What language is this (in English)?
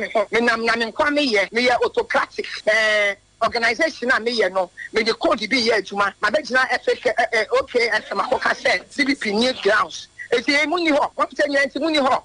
Akan